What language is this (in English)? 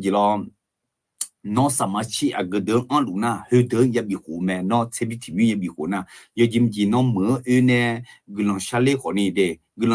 Akha